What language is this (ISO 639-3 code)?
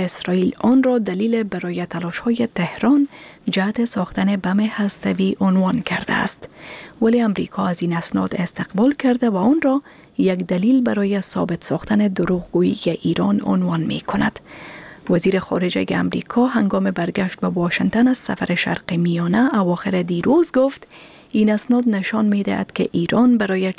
fas